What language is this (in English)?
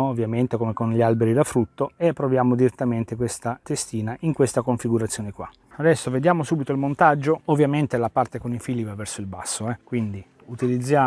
Italian